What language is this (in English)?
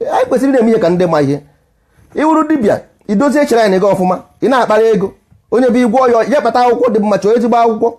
Igbo